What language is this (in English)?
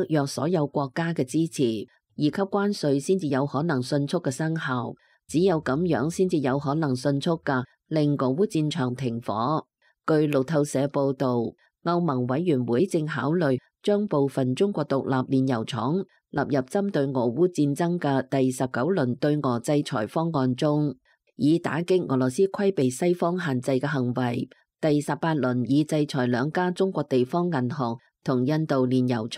Cantonese